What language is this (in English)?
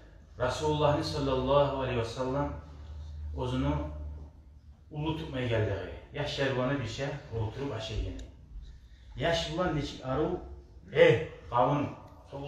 Kumyk